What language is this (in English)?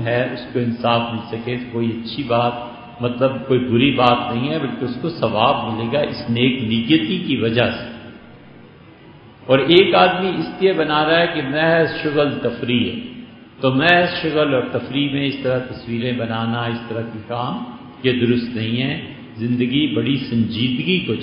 Urdu